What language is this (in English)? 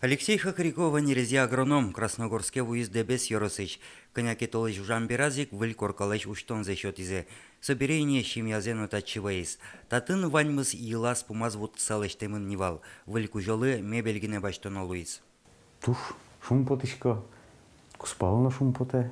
Udmurt